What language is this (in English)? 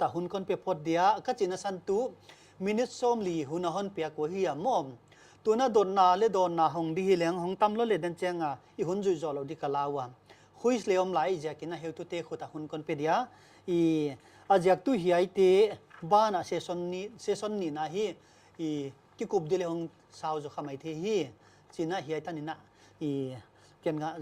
Paite Chin